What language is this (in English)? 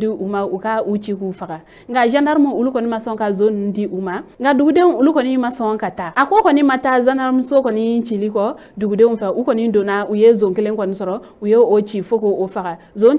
Bambara